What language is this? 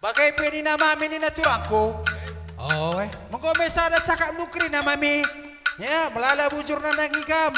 Batak Karo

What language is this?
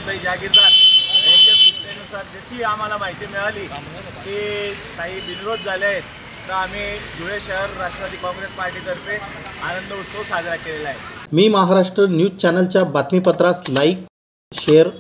Marathi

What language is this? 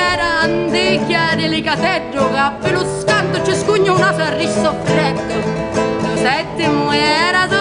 Sicilian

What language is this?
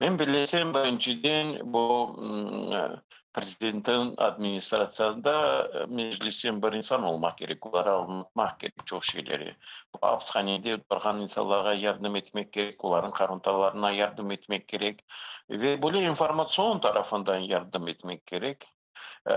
Crimean Tatar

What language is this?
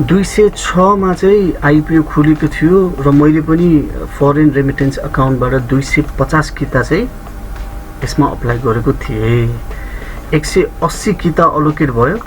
Nepali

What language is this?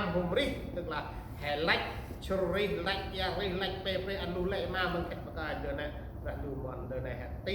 Central Mnong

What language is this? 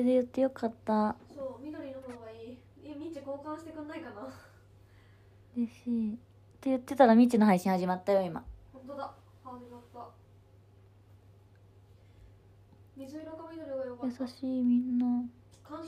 Japanese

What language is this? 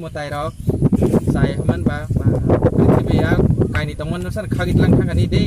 Kok Borok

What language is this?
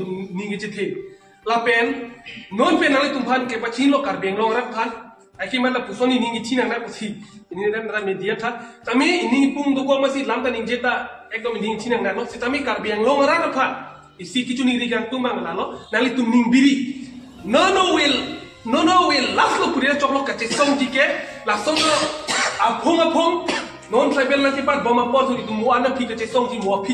Karbi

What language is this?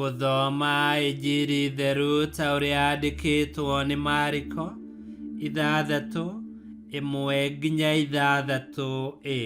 Kikuyu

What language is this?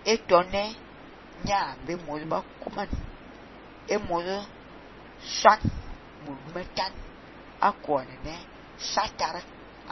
Fang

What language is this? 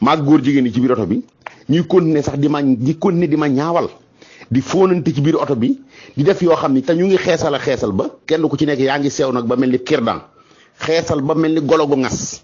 Wolof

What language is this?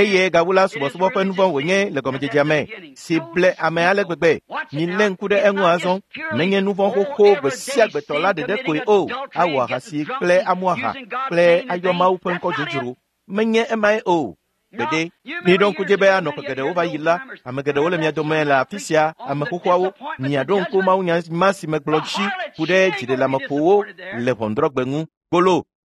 Ewe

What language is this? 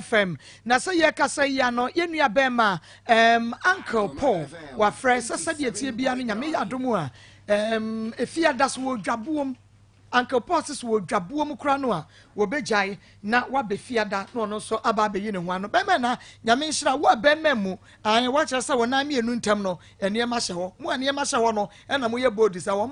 Akan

